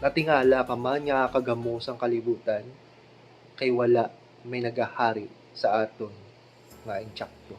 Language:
Hiligaynon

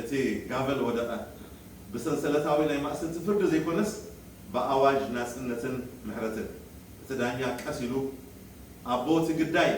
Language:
Tigrinya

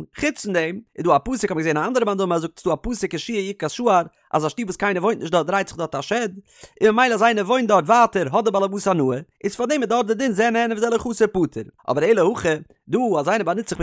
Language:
Yiddish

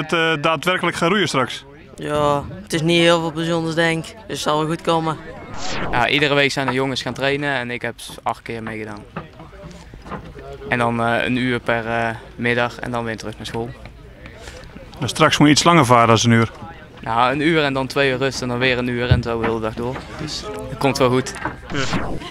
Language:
Dutch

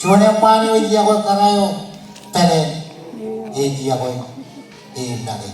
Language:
Marshallese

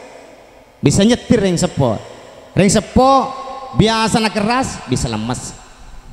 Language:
Madurese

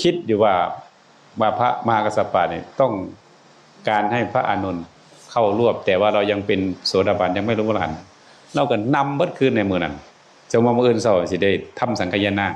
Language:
Northeastern Thai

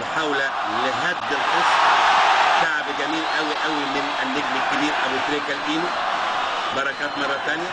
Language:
Egyptian Arabic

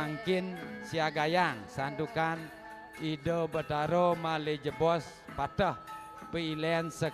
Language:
Balinese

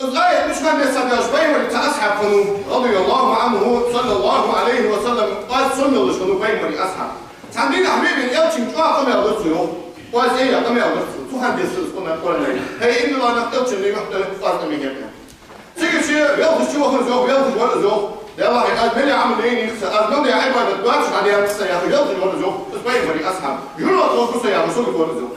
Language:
Ingush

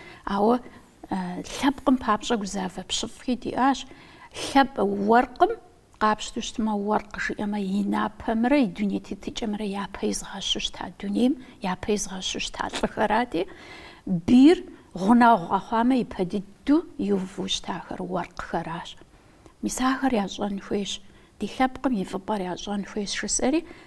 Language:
Kabardian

